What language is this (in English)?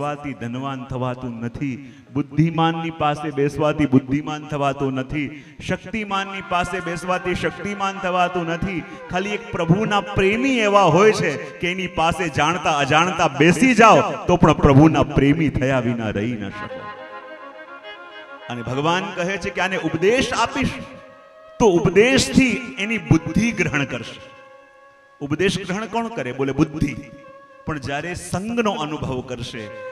Gujarati